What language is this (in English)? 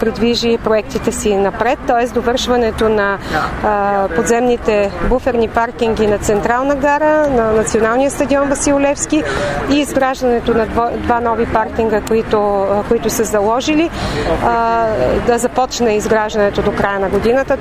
Bulgarian